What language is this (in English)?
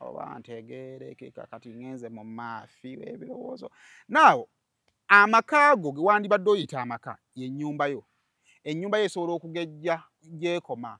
Ganda